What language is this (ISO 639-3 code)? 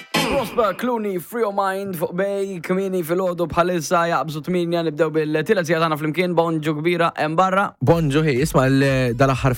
mlt